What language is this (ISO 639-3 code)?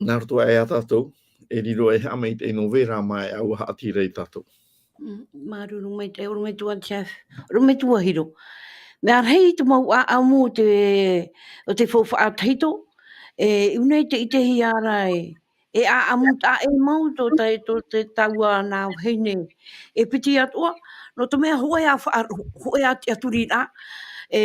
tah